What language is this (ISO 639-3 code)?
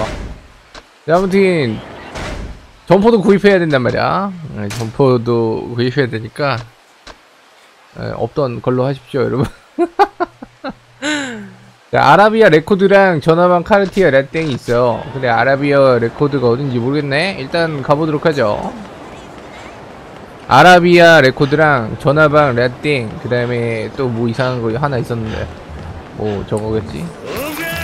kor